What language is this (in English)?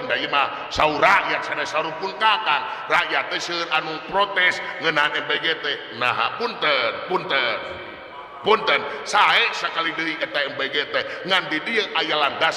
Sundanese